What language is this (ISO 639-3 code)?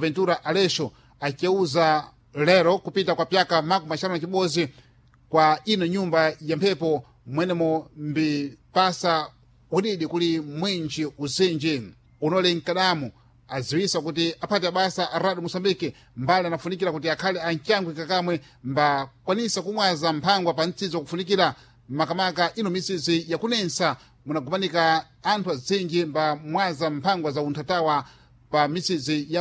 seh